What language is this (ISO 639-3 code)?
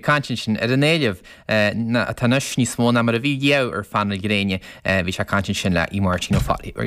gle